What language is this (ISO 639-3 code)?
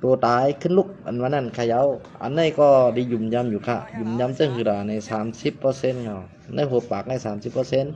shn